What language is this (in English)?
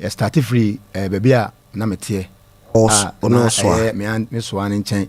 Akan